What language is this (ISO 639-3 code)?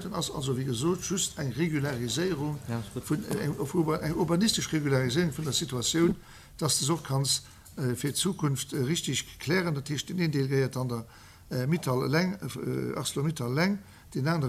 ltz